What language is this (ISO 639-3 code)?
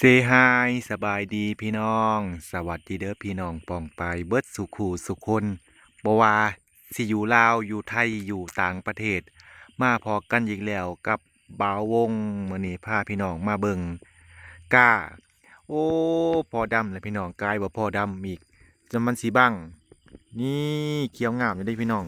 lao